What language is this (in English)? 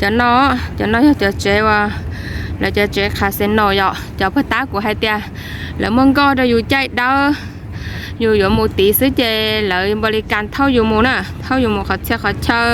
Hmong